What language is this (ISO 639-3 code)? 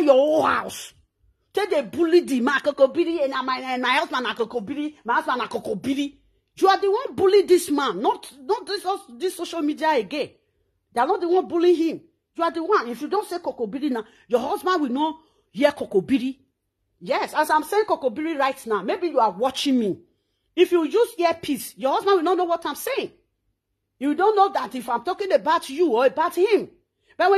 pcm